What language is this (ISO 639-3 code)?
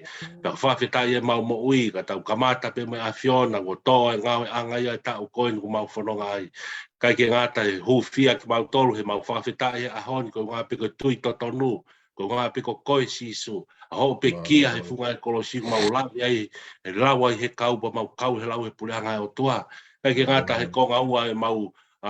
ton